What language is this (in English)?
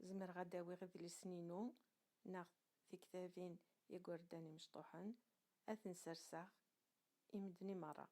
Kabyle